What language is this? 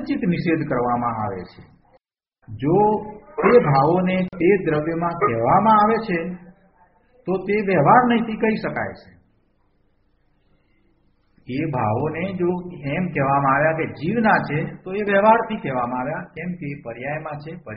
Gujarati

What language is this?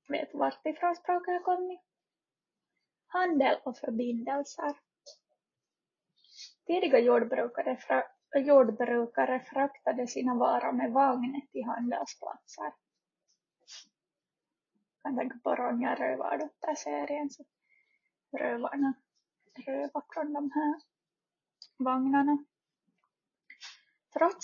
Swedish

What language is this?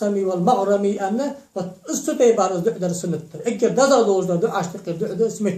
Ingush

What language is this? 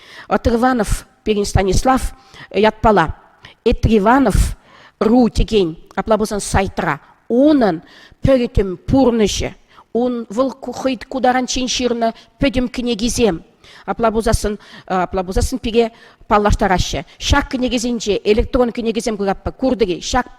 Chuvash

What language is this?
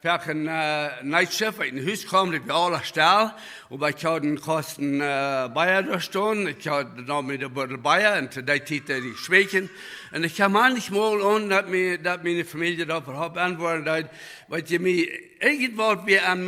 Plautdietsch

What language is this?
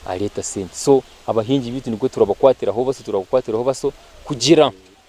Nyankole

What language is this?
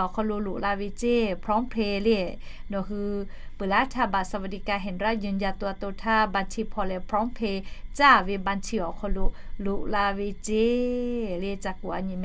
Lahu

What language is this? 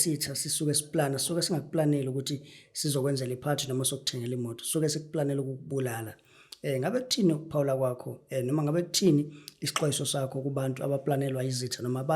Zulu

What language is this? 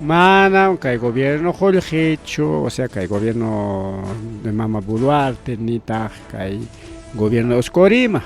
Ayacucho Quechua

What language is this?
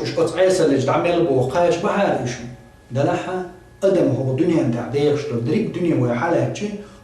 Chechen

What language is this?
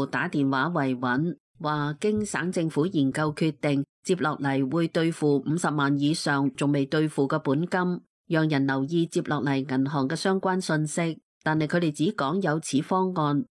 Cantonese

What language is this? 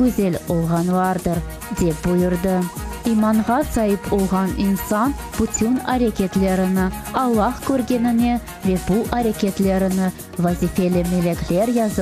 Crimean Tatar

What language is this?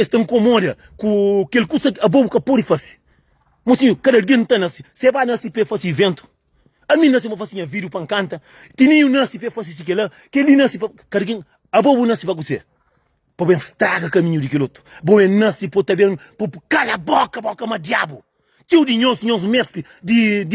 Kabuverdianu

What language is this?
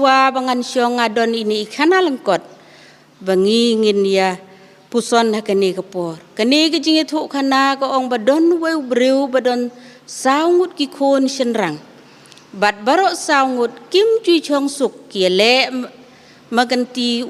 Khasi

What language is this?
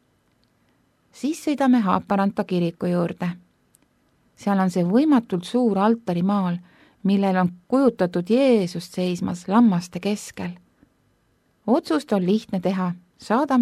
Estonian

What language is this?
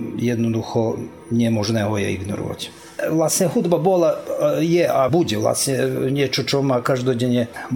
Slovak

